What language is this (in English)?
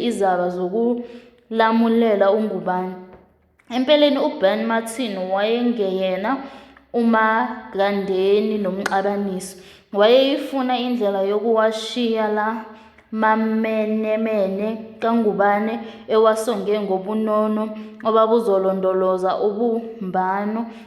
Zulu